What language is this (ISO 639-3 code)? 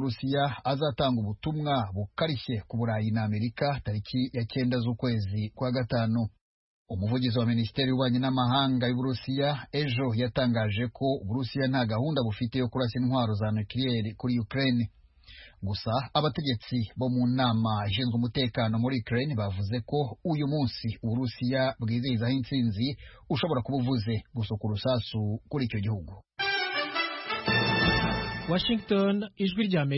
kin